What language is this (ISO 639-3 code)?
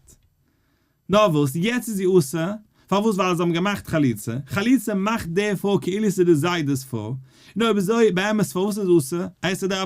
yid